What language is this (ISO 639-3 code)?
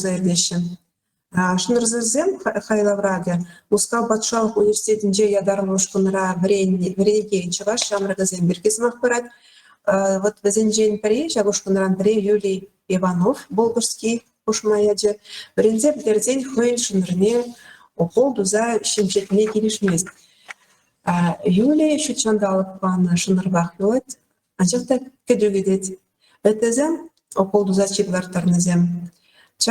chv